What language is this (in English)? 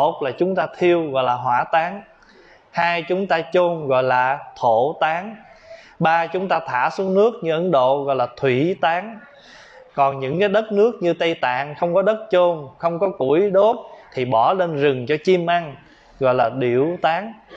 Vietnamese